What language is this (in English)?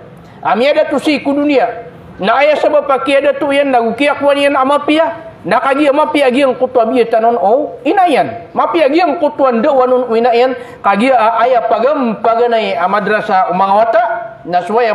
Maranao